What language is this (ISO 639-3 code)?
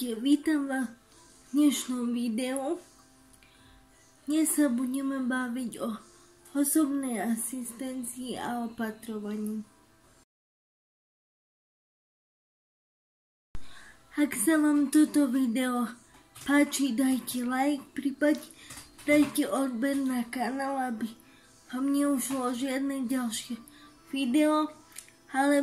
slk